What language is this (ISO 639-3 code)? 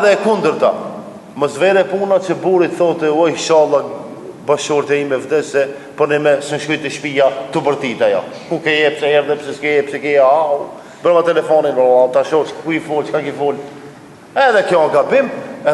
sqi